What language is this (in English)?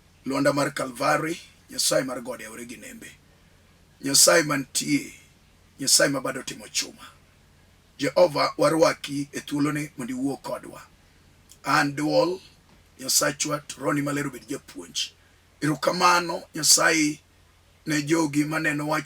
Luo (Kenya and Tanzania)